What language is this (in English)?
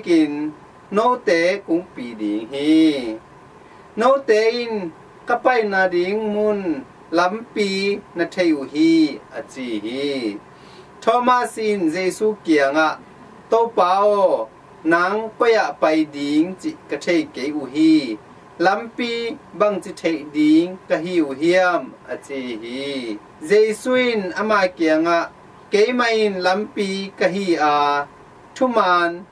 Tedim Chin